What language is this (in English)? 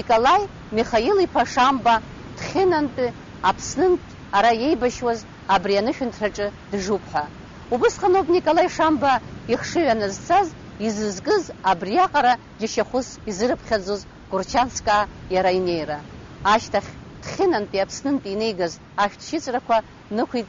Abkhazian